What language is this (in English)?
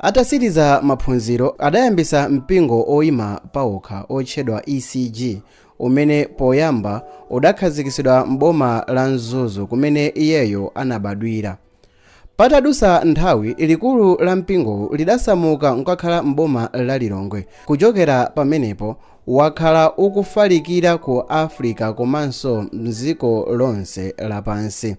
Nyanja